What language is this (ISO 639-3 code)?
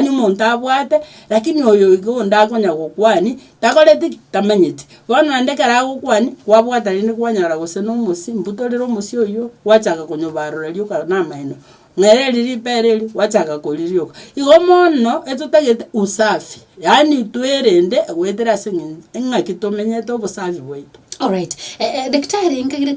guz